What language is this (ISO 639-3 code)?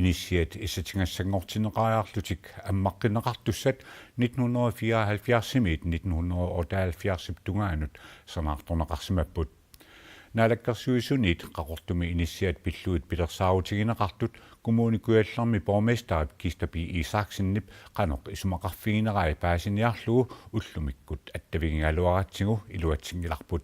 kal